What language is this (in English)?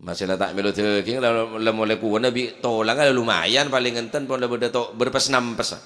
Madurese